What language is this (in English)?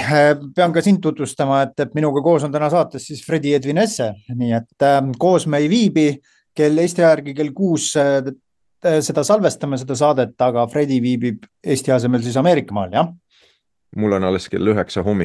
Estonian